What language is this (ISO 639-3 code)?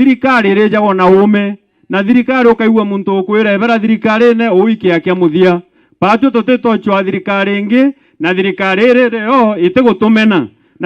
mer